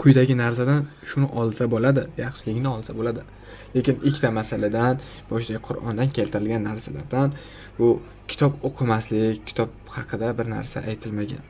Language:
Uzbek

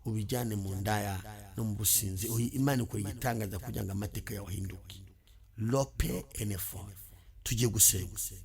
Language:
Kinyarwanda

